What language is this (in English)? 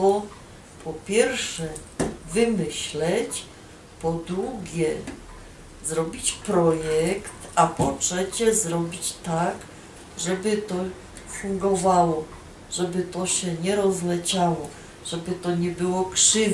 Silesian